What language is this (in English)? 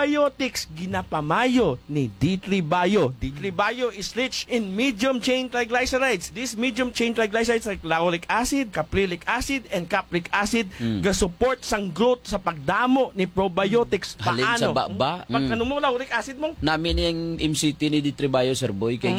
Hiligaynon